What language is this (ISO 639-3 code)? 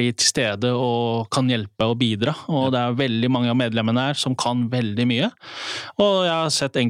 nor